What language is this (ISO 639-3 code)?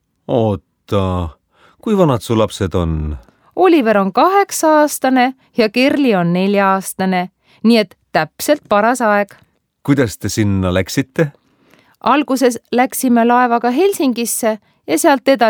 est